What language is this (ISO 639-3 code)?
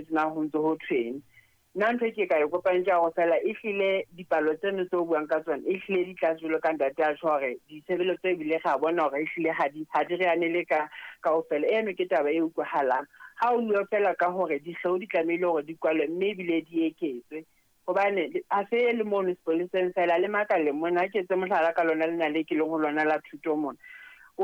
sot